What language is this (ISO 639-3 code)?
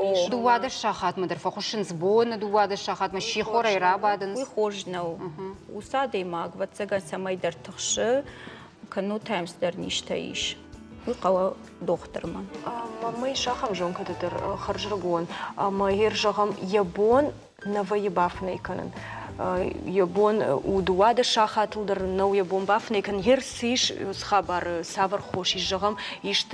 oss